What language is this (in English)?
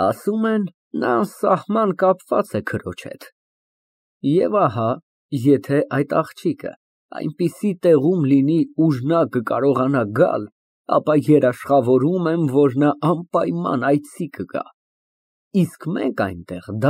Armenian